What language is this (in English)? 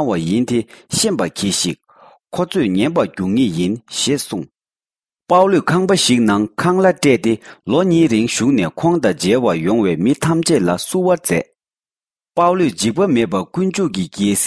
Tibetan